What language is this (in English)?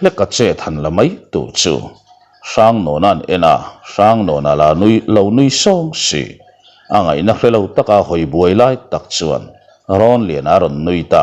Mizo